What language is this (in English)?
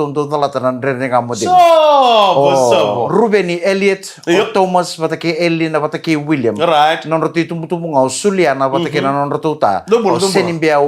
Fijian